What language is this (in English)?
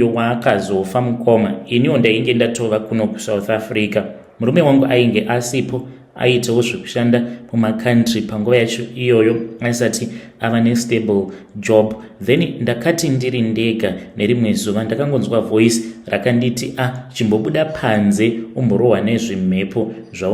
Shona